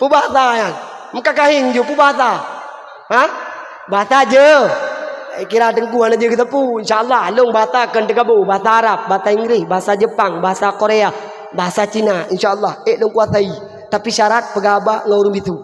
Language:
Achinese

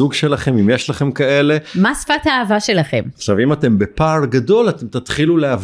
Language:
Hebrew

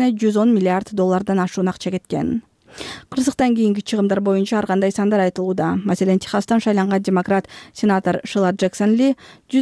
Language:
Kyrgyz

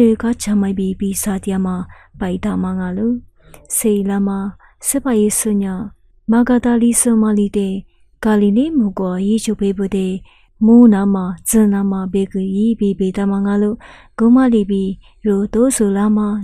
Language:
Lisu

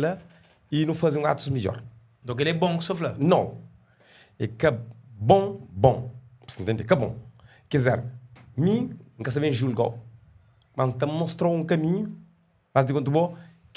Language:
Kabuverdianu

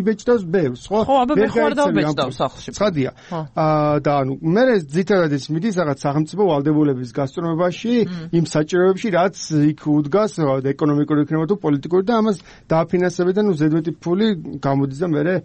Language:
Georgian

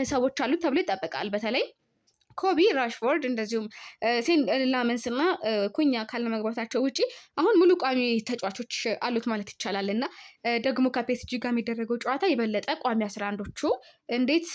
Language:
Amharic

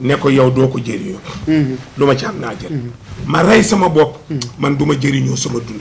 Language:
Wolof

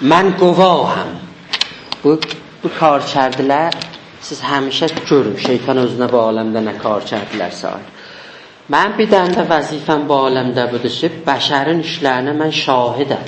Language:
South Azerbaijani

